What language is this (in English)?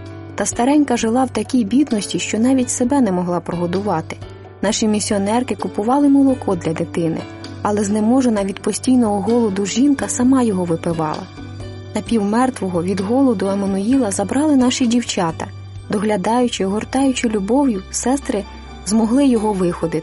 Ukrainian